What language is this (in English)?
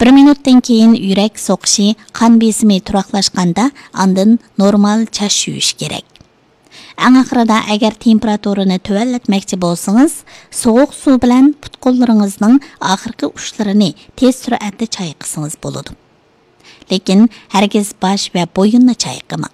Uyghur